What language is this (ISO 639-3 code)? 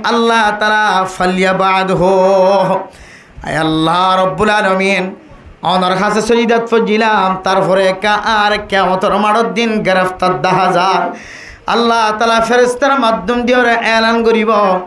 rhg